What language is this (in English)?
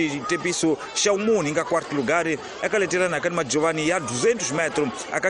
Tsonga